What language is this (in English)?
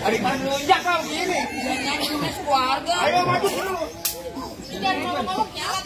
Betawi